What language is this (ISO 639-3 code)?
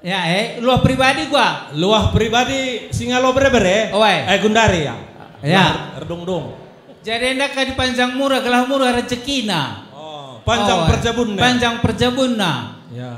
btx